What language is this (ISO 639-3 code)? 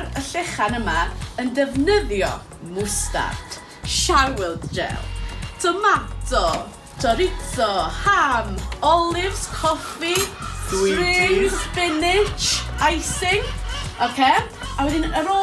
cym